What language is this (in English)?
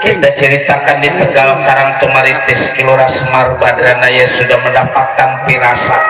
Betawi